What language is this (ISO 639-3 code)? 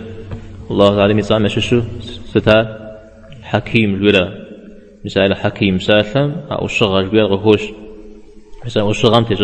kbd